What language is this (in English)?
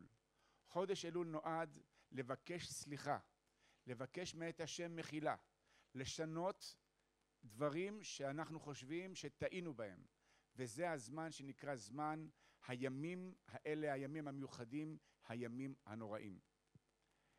Hebrew